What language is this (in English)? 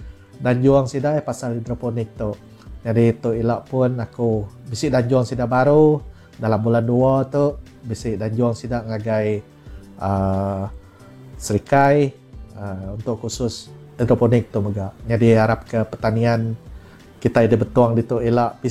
Iban